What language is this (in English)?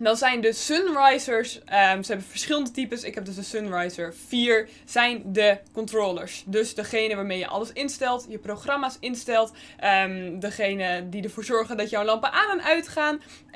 Dutch